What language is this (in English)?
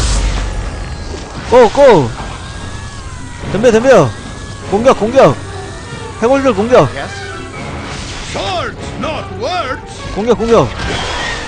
Korean